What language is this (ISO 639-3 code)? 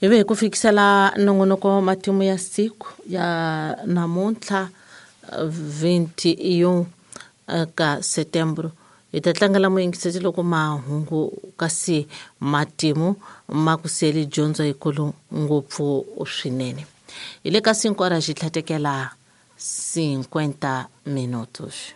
tso